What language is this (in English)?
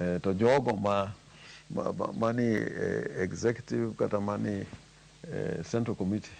Luo (Kenya and Tanzania)